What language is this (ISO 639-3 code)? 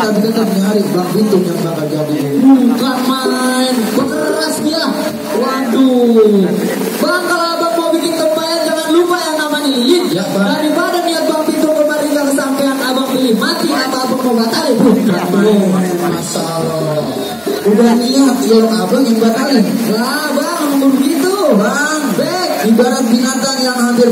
bew